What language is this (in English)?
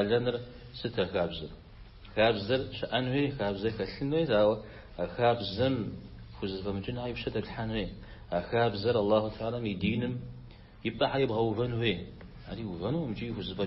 Kabardian